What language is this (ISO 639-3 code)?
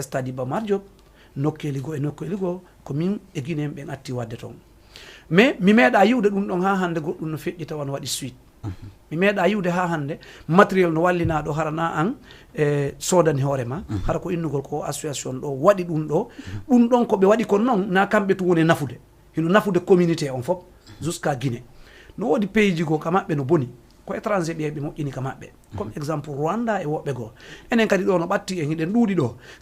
ful